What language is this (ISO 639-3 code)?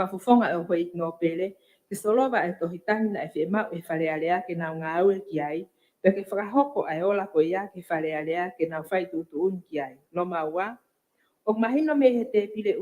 ton